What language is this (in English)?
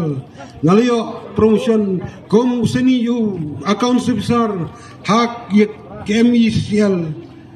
Khasi